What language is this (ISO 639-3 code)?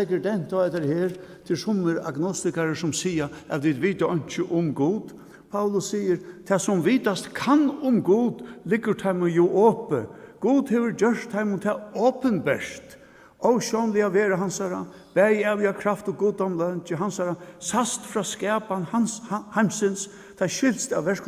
fao